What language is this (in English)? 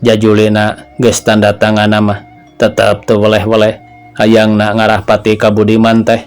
Sundanese